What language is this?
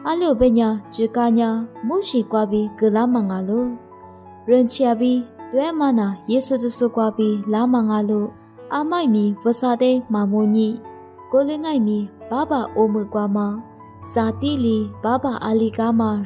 Lisu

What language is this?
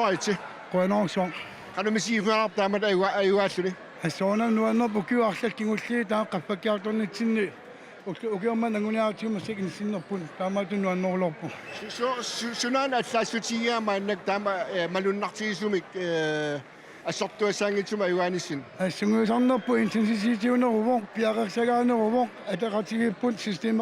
Kalaallisut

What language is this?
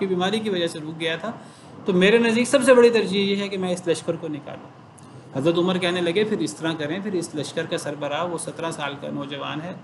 Urdu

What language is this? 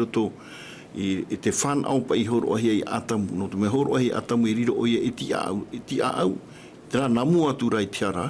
Tahitian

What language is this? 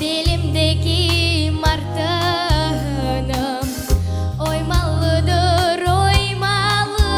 Crimean Tatar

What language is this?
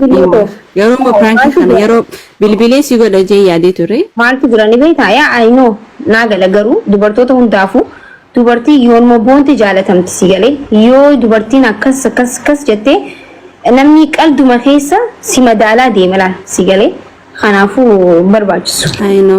Oromo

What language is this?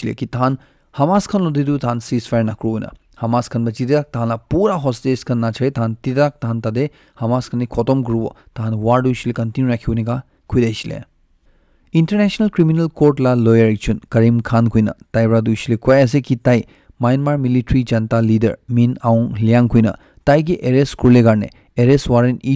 Naga Pidgin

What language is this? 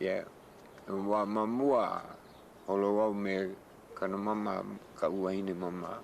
Hawaiian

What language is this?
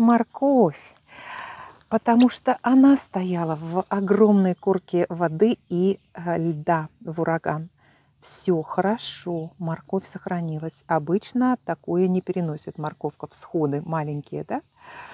Russian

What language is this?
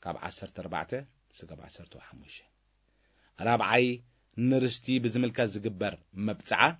Tigrinya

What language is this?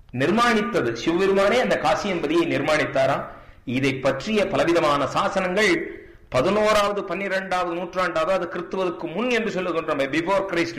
Tamil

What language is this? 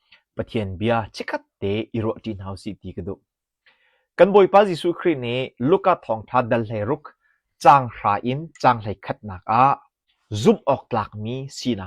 Hakha Chin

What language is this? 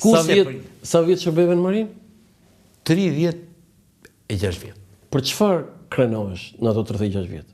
Albanian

